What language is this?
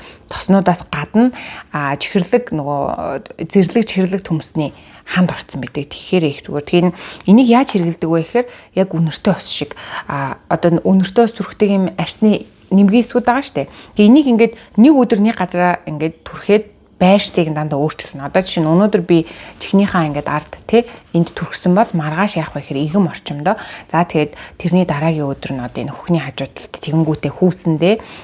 Mongolian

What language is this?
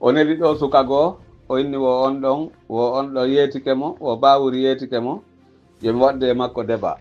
Pular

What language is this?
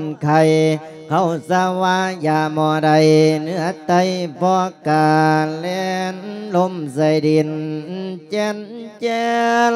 Lao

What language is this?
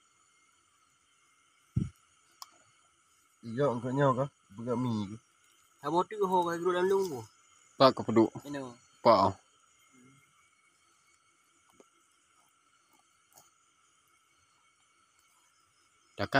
Malay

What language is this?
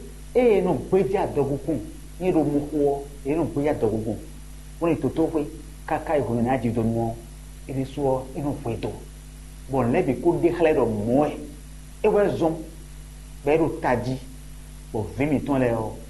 Fon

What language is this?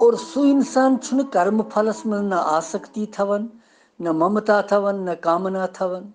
Kashmiri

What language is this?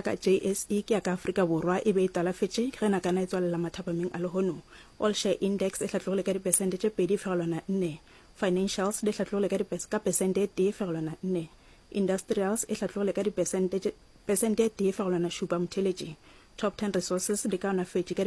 Northern Sotho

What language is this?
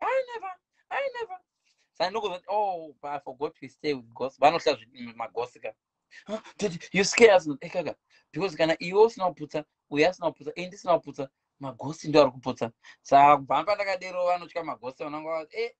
Shona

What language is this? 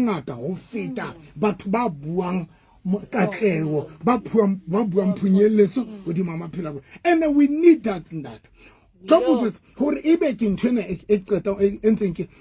Southern Sotho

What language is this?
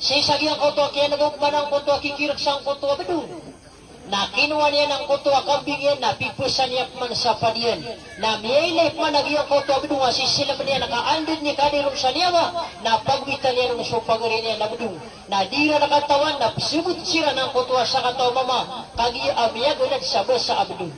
Maranao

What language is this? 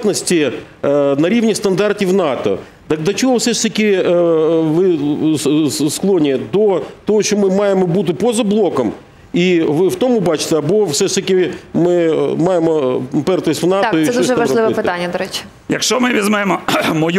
Ukrainian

